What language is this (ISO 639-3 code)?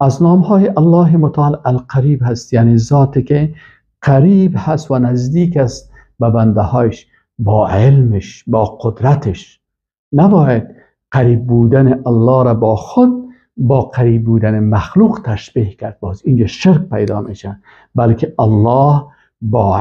fas